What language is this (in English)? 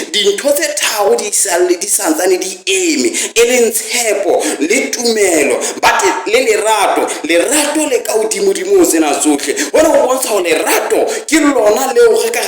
Southern Sotho